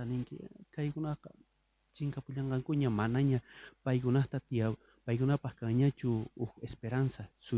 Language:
South Bolivian Quechua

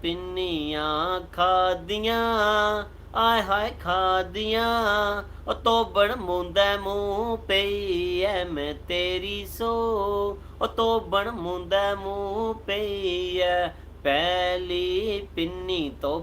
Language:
Dogri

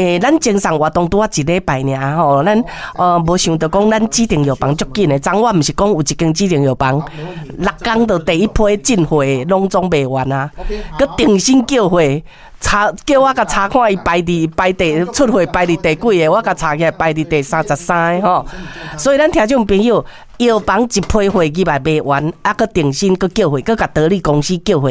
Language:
Min Nan Chinese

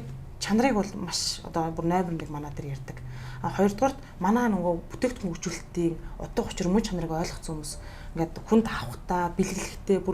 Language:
Mongolian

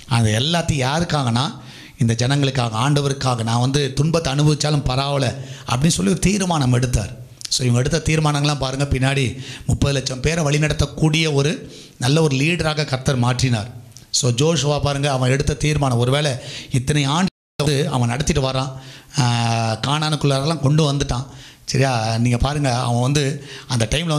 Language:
Tamil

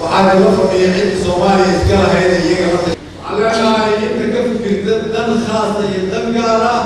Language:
Somali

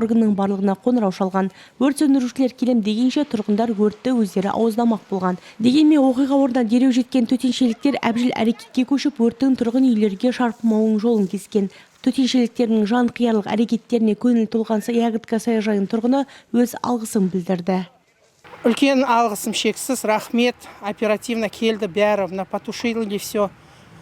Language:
Kazakh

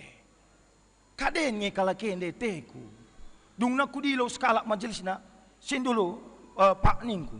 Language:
Batak Karo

